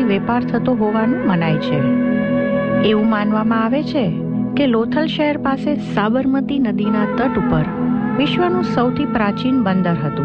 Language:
Gujarati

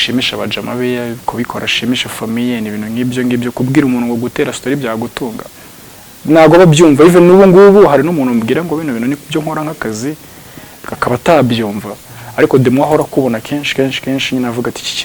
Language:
Kinyarwanda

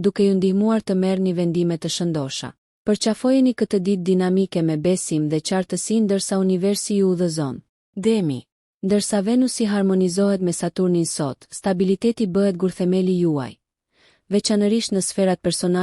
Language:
Albanian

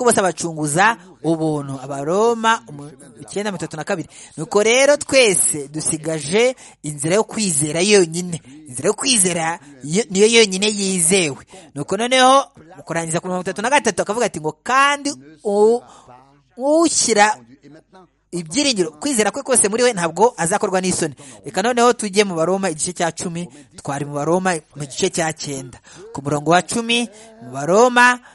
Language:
Kinyarwanda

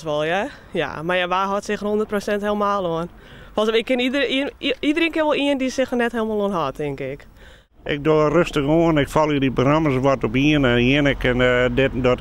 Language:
Western Frisian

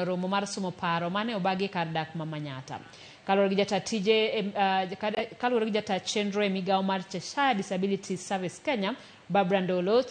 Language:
Luo (Kenya and Tanzania)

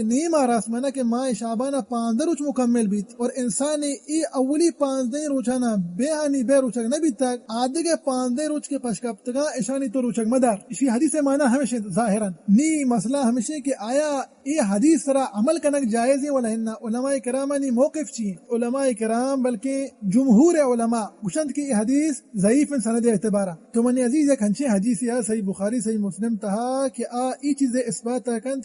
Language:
Baluchi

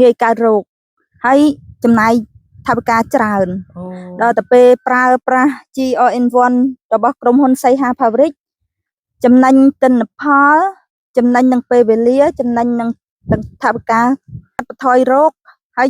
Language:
Khmer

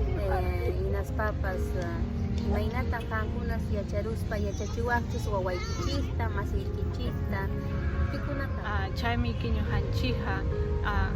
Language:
Quechua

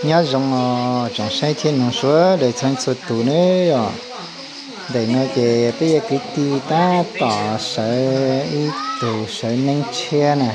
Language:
Hmong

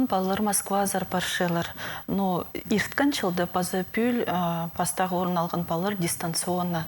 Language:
Khakas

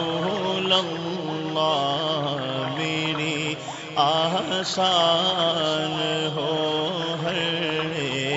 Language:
Urdu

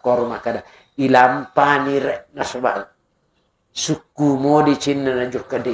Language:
Buginese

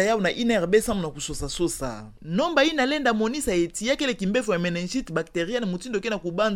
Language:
Kituba (Democratic Republic of Congo)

